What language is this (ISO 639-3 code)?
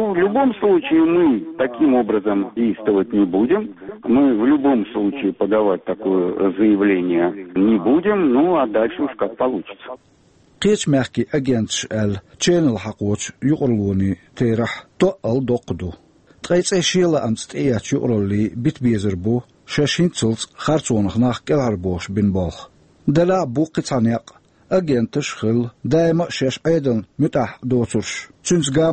che